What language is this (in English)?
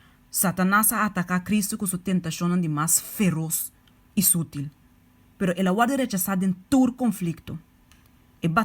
Papiamento